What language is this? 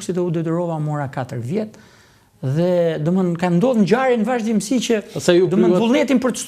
Albanian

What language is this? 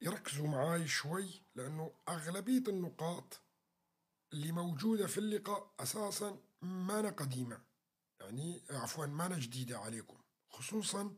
North Levantine Arabic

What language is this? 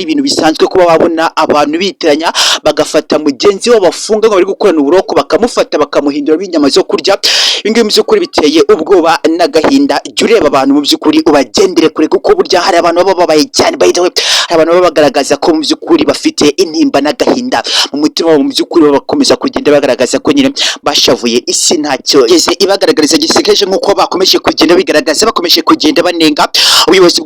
Kinyarwanda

